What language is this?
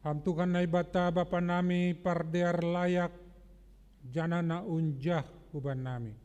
Batak Simalungun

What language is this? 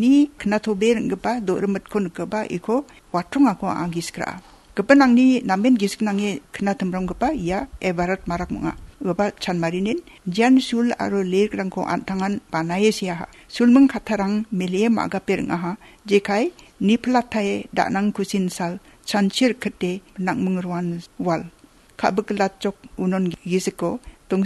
Garo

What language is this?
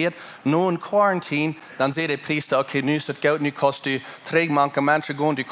Plautdietsch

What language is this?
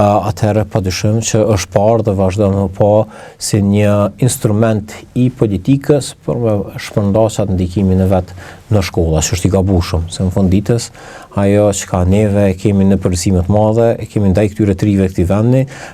Albanian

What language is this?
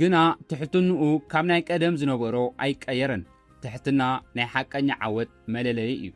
Tigrinya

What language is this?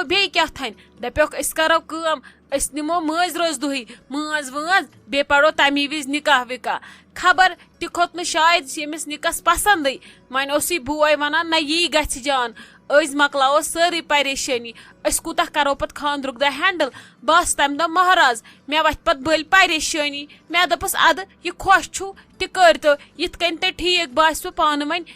Kashmiri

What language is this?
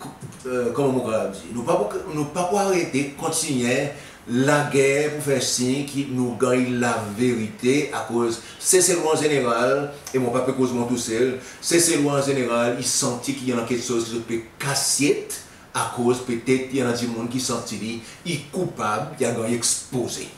Seselwa Creole French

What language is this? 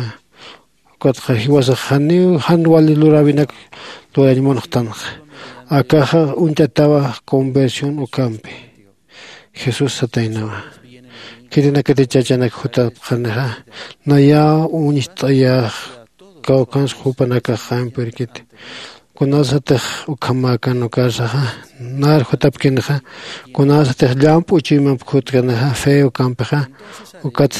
Aymara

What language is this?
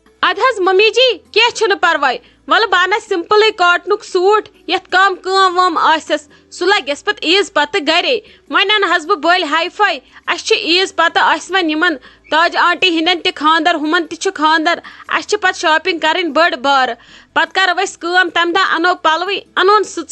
Kashmiri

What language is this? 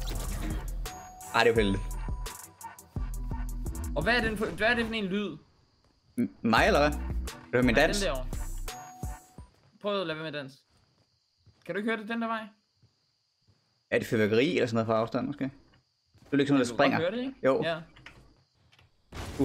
Danish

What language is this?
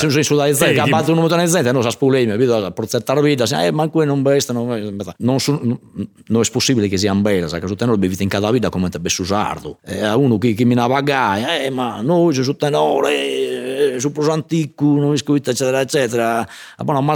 Sardinian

